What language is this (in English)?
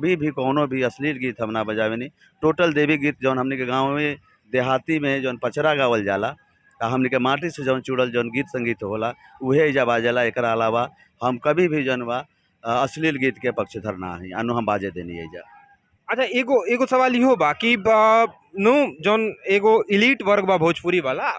Bhojpuri